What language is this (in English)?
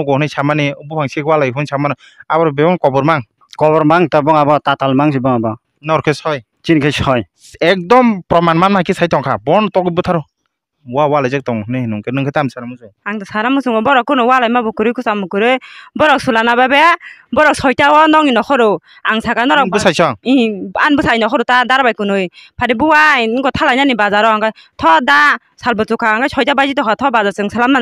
Kok Borok